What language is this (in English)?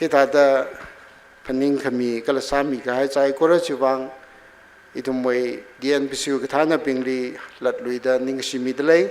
Tangkhul Naga (India)